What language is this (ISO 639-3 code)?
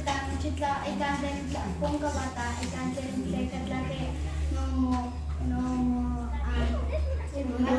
nah